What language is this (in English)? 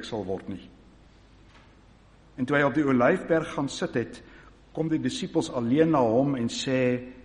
Afrikaans